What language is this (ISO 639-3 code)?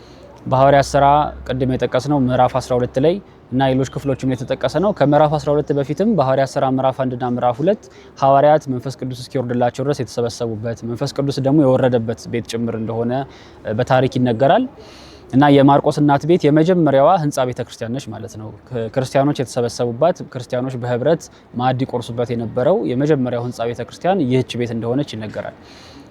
amh